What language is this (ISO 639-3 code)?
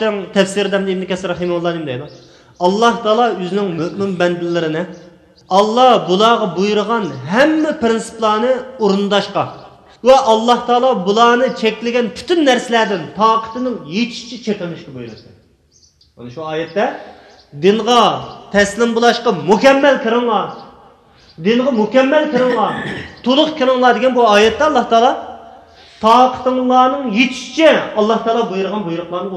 uig